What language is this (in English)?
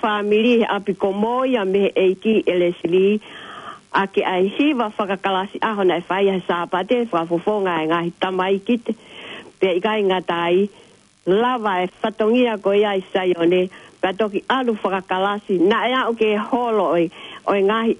Tongan